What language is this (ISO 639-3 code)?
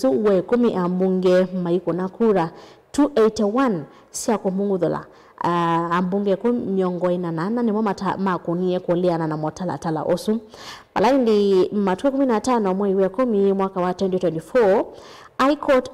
kam